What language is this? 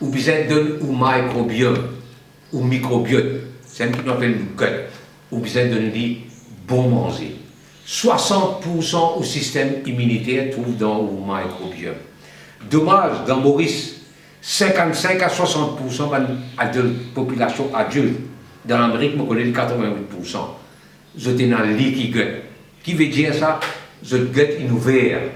Morisyen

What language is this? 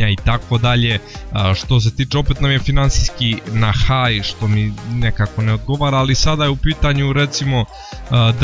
Croatian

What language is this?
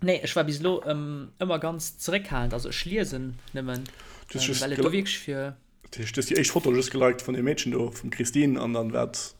Luxembourgish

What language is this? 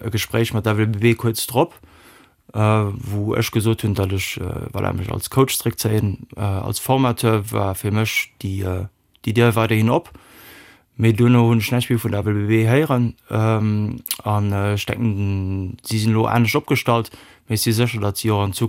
Luxembourgish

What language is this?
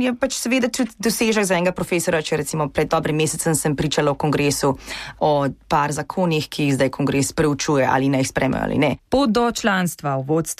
Slovenian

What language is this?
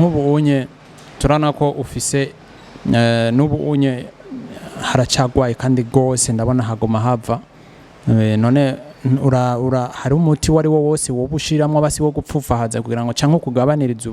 Rundi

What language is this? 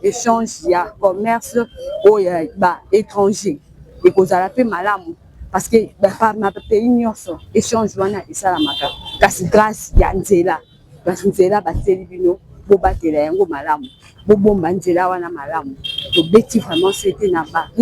Lingala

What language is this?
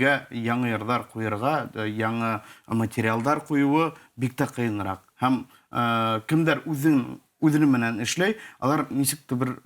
Bashkir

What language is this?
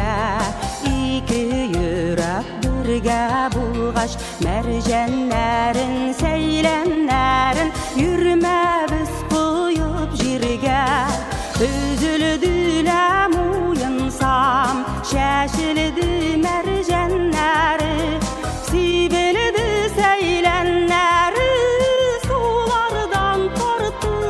Tatar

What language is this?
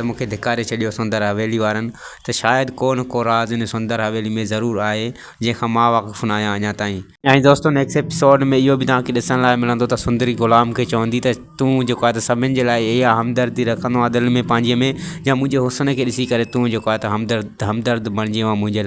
Sindhi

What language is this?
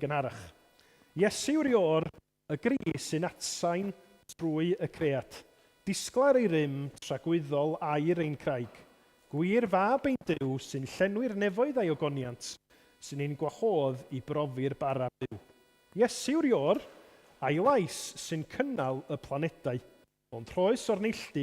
Welsh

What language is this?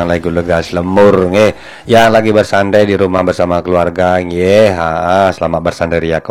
Balinese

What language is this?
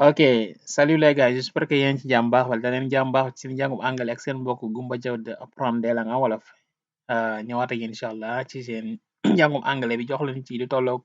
Wolof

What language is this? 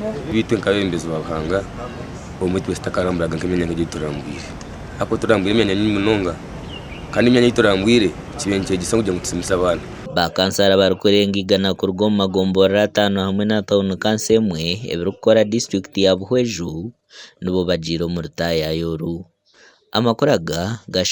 Nyankole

